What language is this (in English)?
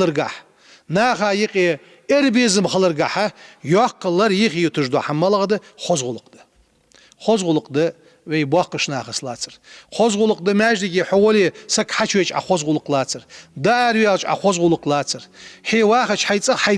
Ingush